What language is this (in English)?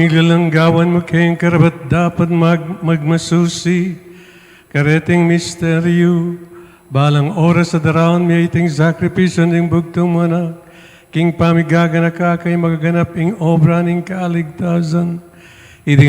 Pampanga